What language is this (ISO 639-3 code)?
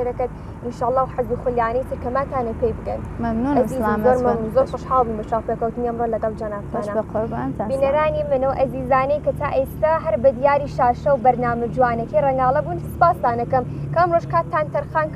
ckb